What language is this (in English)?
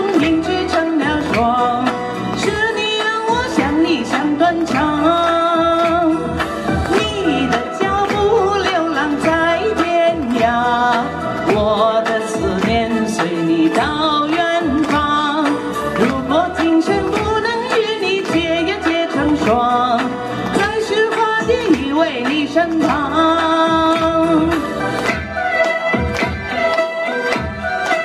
Chinese